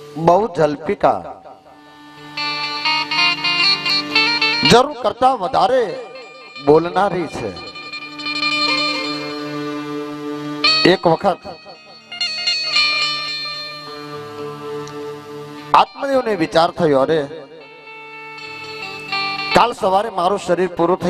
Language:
Gujarati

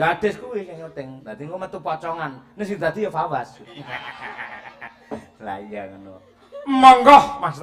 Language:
Javanese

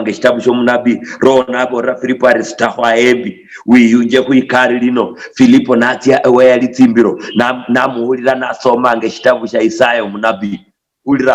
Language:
Luyia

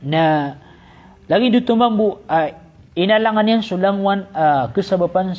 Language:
Maranao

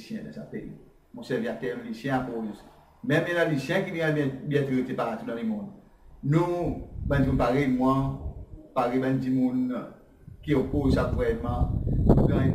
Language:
Seselwa Creole French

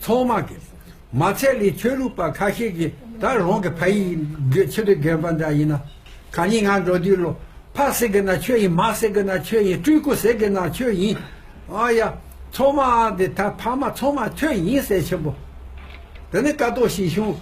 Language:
Tibetan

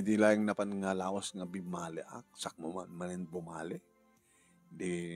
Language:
Iloko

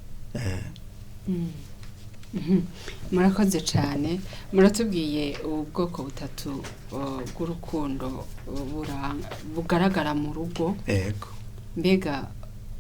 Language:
Rundi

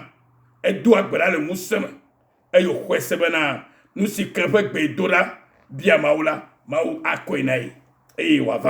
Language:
Ewe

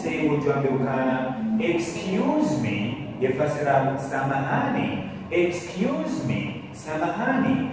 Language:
Ngazidja Comorian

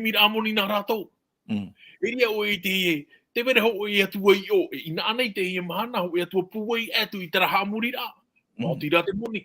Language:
Tahitian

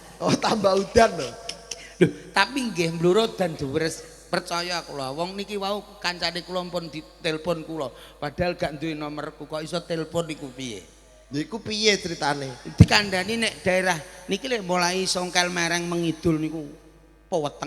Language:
Javanese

